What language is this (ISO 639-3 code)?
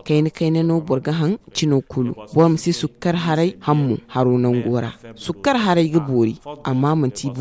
dje